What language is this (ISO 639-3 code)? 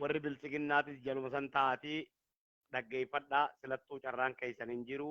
orm